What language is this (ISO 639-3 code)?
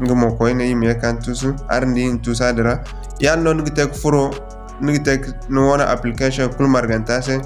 dje